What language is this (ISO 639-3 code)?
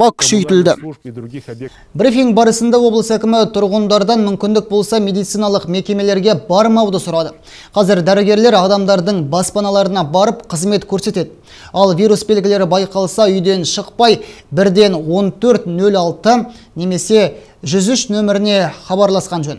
kaz